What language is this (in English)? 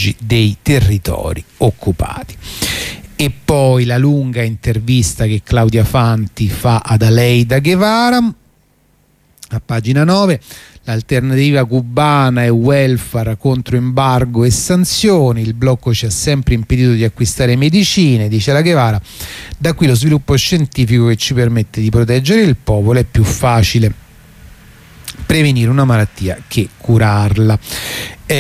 Italian